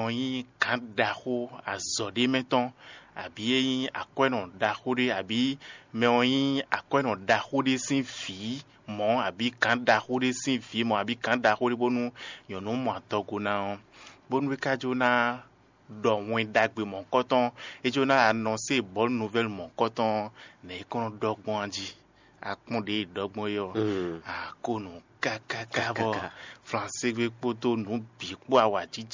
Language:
Fon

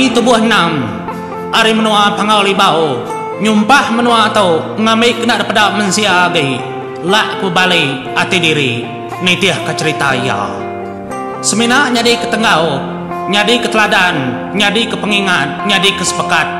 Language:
Iban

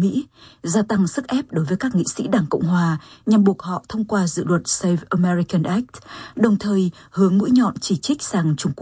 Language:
Vietnamese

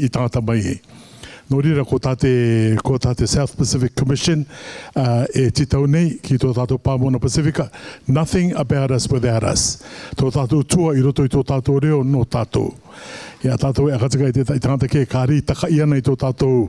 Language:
Rarotongan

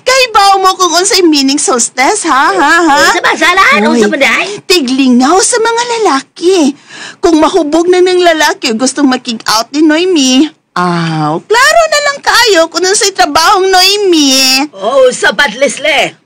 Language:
Cebuano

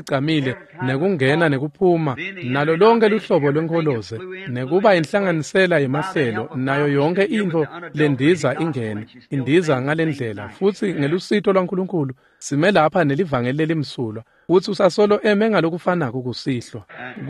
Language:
Swati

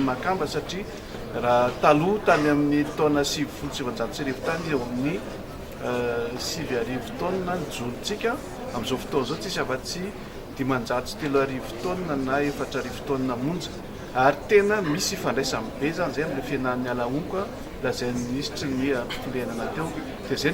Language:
Malagasy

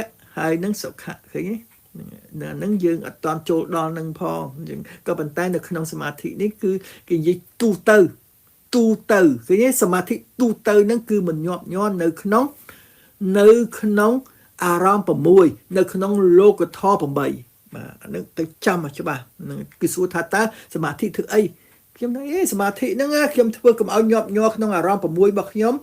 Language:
Khmer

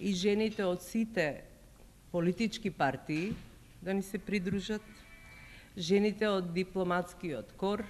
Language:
Macedonian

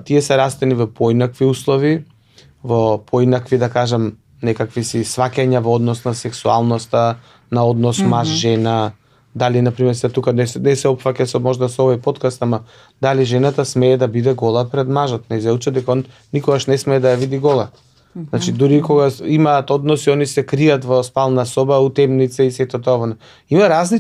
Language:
Macedonian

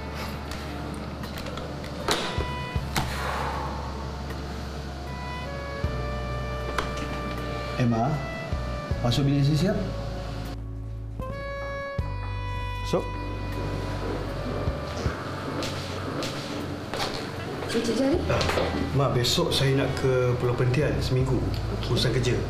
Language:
Malay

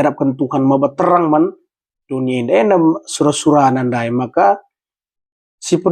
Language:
Batak Karo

